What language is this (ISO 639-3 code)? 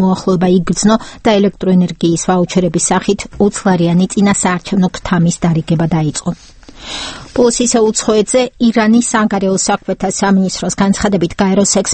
kat